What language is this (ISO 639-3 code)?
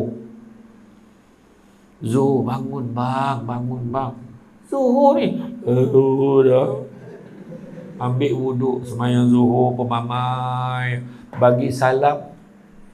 msa